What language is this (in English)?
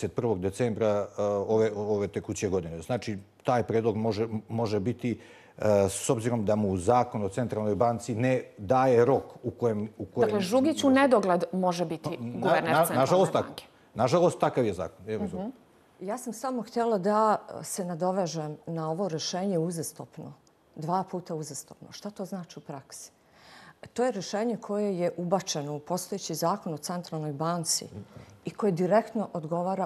Bosnian